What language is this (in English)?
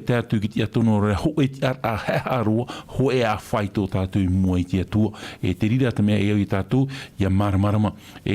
Tahitian